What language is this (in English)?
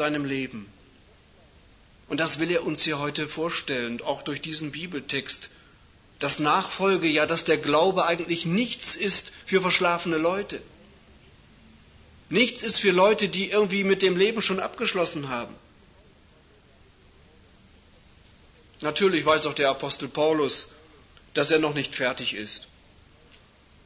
German